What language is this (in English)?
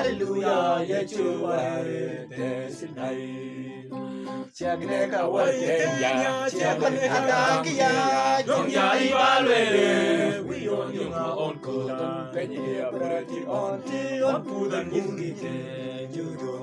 Mabaan